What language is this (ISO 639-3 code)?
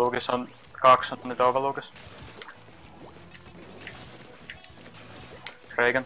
fin